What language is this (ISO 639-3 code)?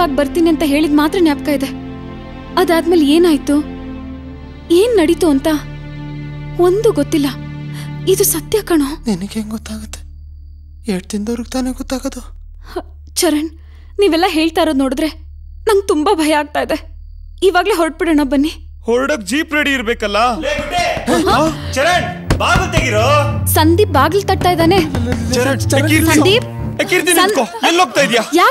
kan